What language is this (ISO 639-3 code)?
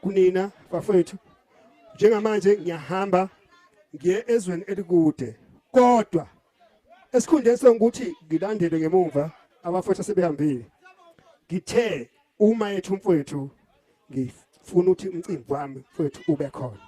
zul